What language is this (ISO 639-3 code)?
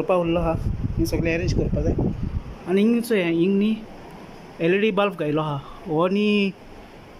kok